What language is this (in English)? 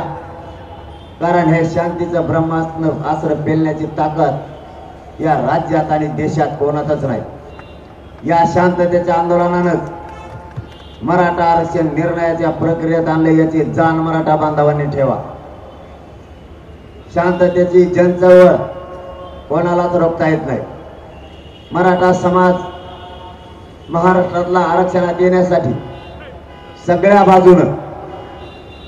Marathi